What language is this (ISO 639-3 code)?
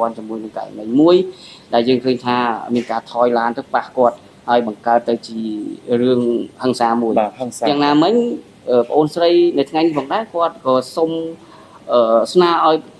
khm